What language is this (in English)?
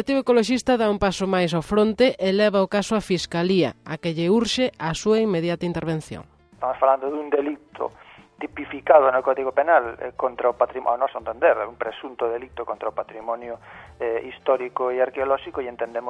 Galician